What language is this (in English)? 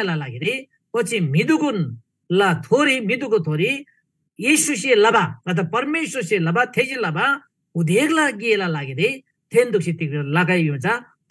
Eastern Tamang